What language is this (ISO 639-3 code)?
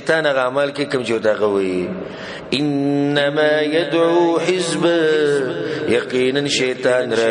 pus